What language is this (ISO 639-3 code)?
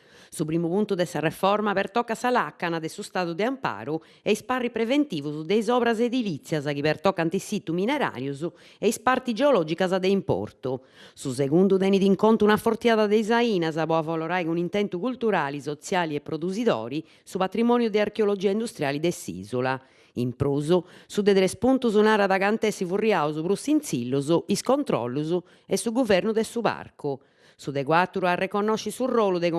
srd